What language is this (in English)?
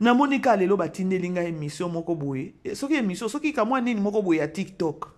Lingala